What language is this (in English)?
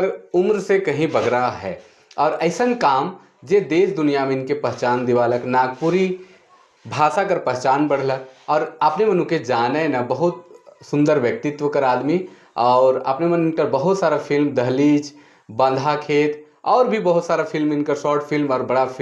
Sadri